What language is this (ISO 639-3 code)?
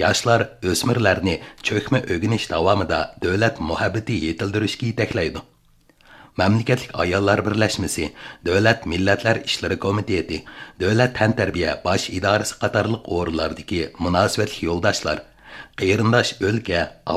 uig